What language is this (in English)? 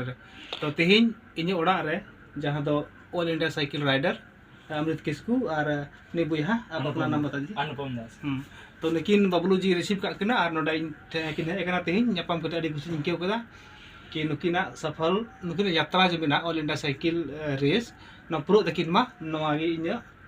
Santali